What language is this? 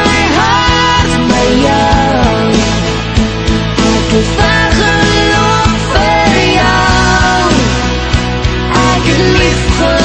Afrikaans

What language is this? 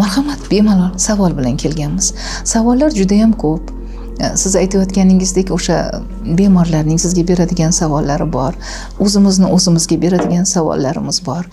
Uzbek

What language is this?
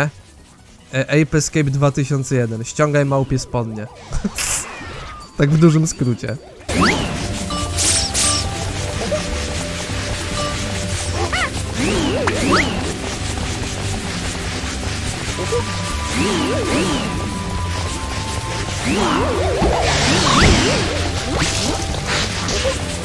Polish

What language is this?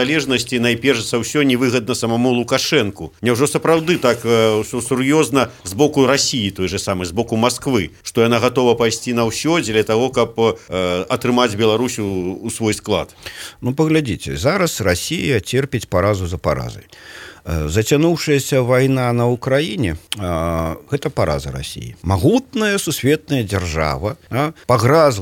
Belarusian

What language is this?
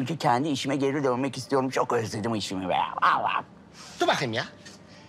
Turkish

